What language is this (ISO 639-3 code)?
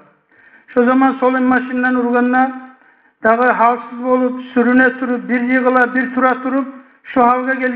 kum